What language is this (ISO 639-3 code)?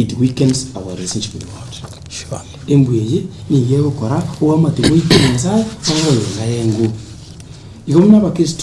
guz